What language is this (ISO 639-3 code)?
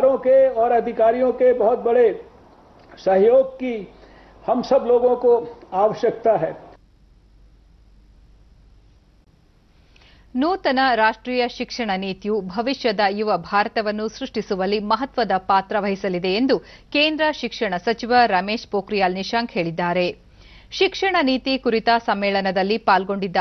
kan